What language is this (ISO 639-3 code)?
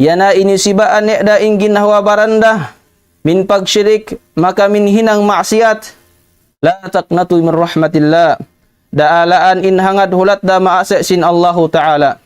tsg